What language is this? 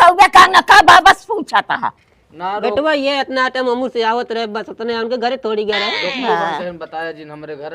Awadhi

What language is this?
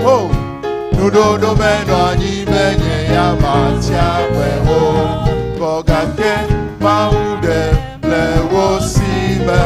Ewe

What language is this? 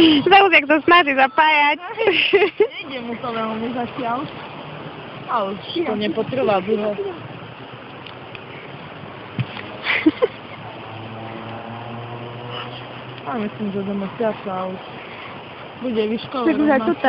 Slovak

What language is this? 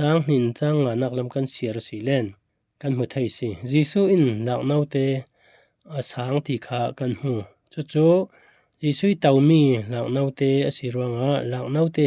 Falam Chin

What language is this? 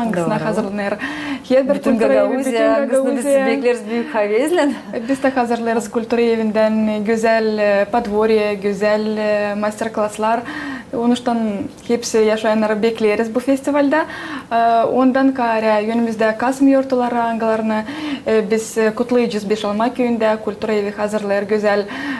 Gagauz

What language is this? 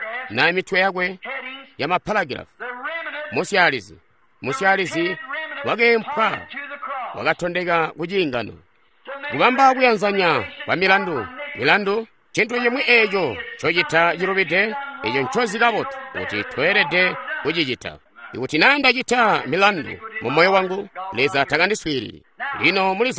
Tonga (Zambia)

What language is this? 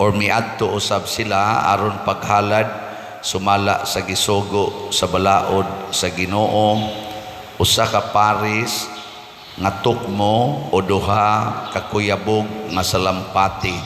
Cebuano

